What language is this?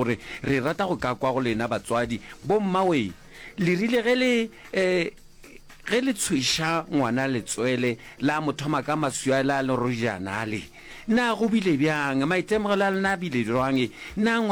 Northern Sotho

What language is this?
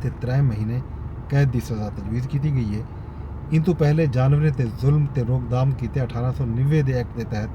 Saraiki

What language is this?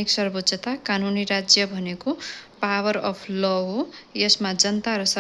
Nepali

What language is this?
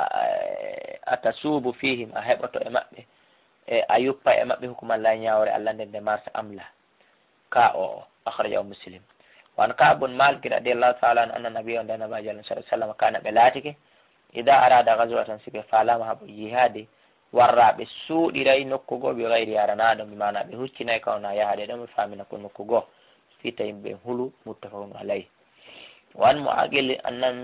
Fula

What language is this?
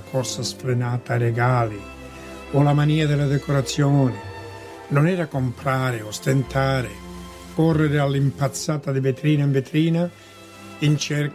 Italian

